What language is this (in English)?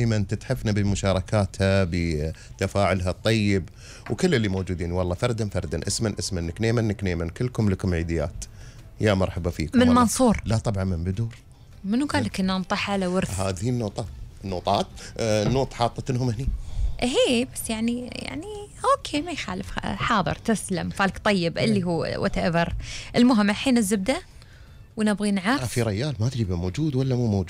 Gulf Arabic